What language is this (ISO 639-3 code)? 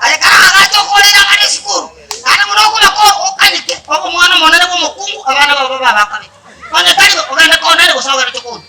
guz